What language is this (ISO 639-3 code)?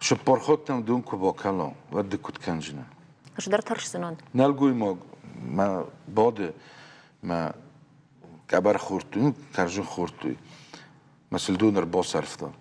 oss